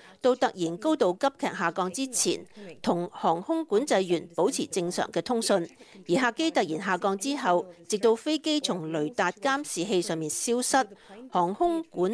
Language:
Cantonese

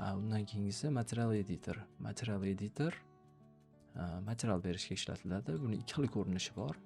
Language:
Uzbek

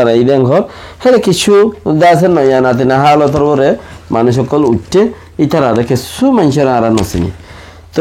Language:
Rohingya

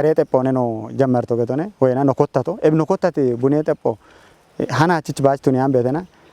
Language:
Kafa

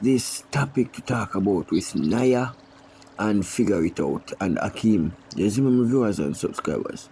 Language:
Jamaican Creole English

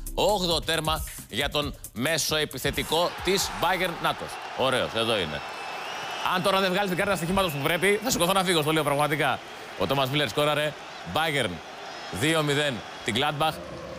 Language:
Greek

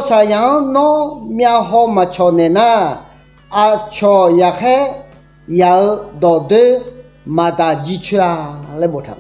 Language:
Akha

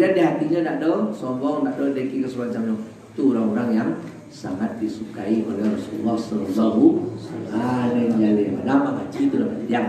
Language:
Minangkabau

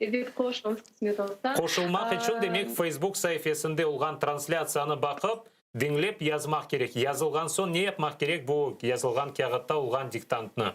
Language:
Crimean Tatar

